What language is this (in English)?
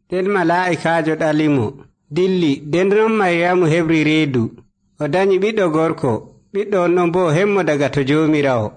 Nigerian Fulfulde